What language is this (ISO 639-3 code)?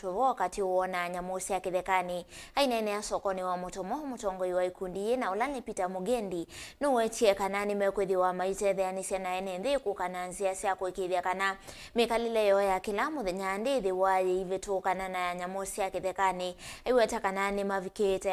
kam